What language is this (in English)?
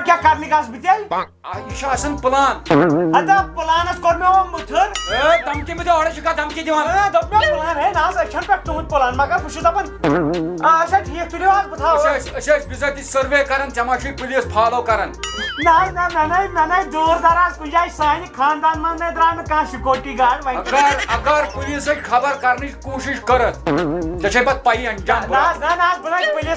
Kashmiri